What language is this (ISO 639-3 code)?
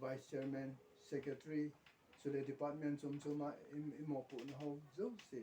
tcz